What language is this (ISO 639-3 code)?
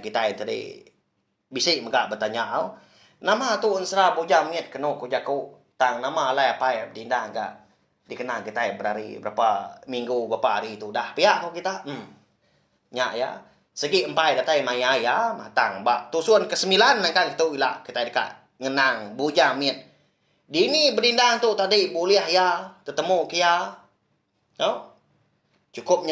iba